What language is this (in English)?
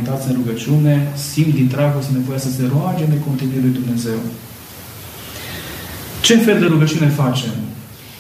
Romanian